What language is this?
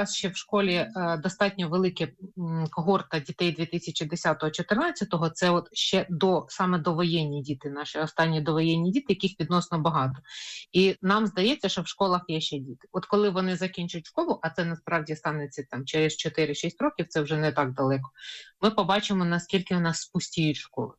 Ukrainian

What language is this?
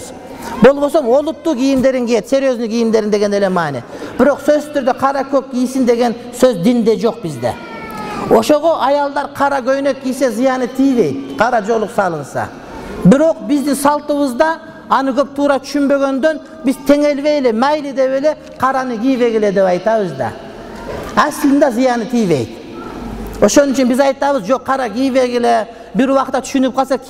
Kyrgyz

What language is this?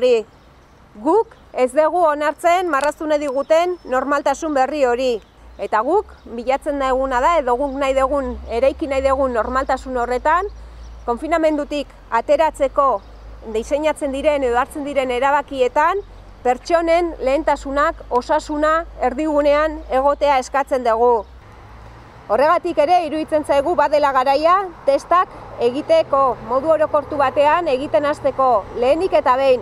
Basque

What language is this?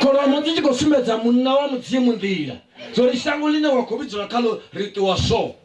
Venda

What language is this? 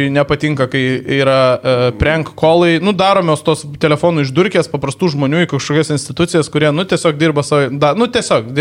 Lithuanian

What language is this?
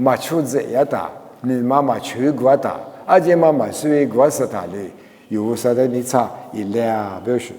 Lisu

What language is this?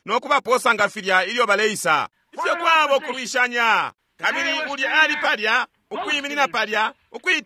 Bemba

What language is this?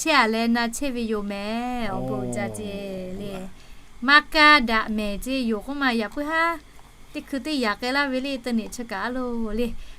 Lahu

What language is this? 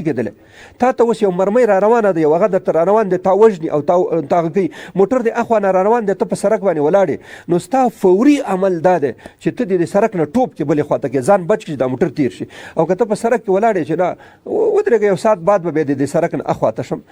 Pashto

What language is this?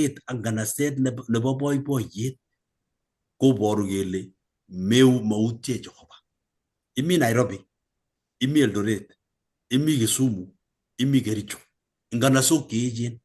Kalenjin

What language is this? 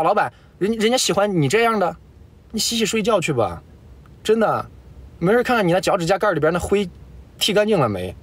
Chinese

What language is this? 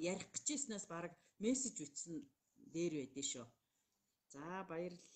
Mongolian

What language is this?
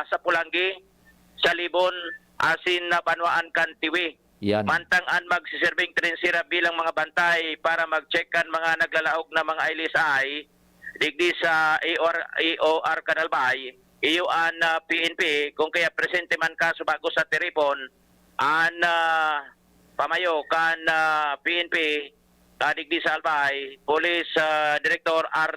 Bikol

